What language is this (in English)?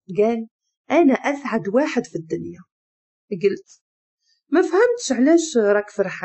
Moroccan Arabic